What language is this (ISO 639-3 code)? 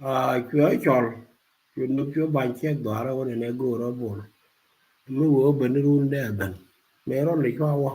nus